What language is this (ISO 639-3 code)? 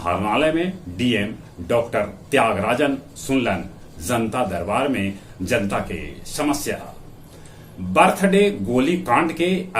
mag